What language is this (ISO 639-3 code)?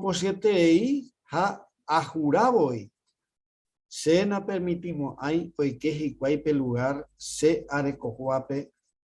grn